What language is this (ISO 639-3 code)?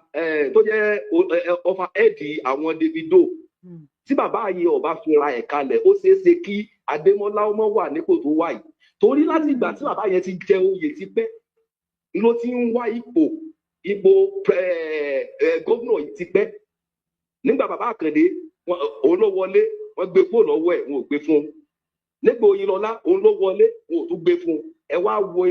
yor